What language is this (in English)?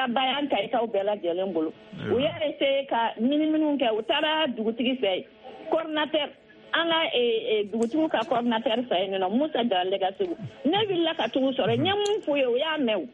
Bambara